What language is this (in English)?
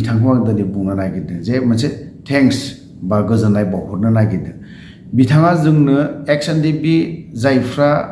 Bodo